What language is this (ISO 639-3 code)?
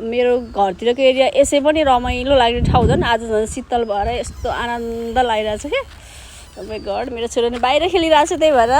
nep